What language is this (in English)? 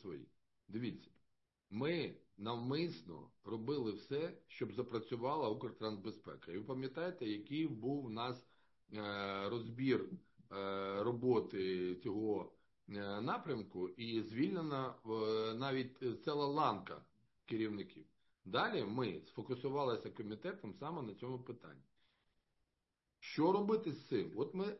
Ukrainian